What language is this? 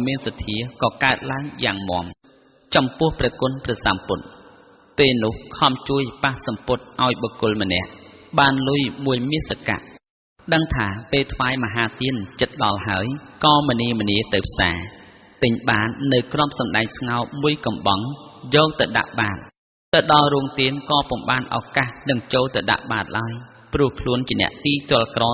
Khmer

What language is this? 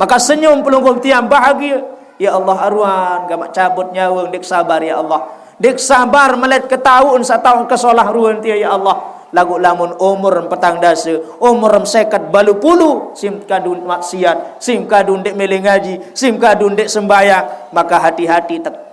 Sasak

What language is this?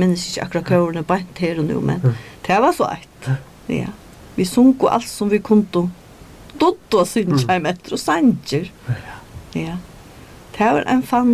Faroese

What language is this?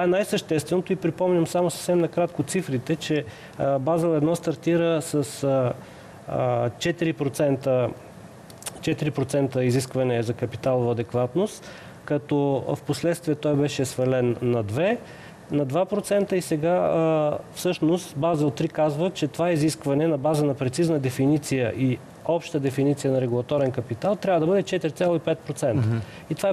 Bulgarian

